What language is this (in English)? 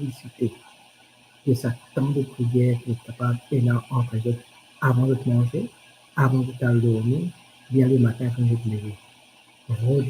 Morisyen